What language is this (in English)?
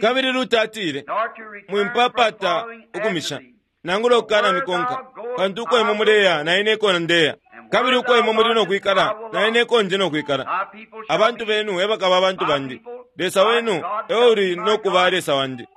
Bemba